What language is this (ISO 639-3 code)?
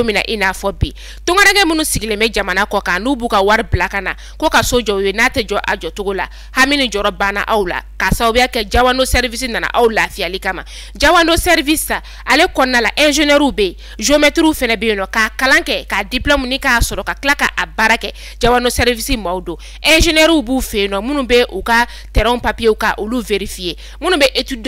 bam